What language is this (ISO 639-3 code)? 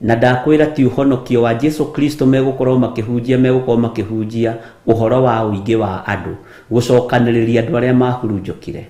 kik